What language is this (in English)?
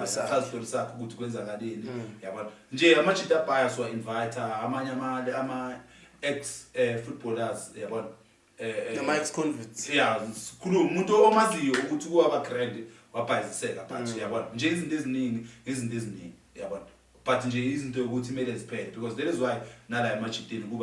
Zulu